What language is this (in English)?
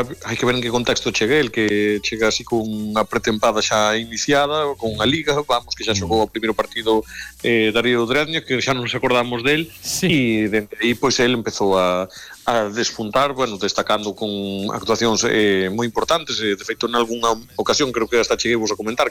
Galician